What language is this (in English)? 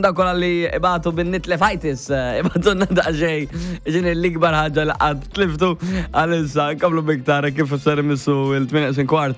Maltese